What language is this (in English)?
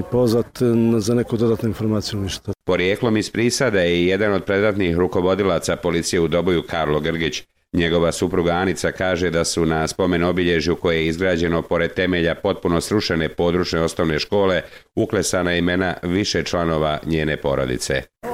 Bosnian